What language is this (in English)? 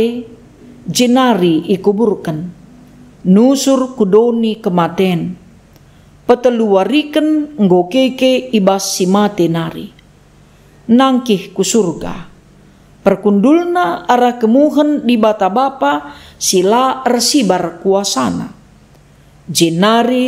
Batak Karo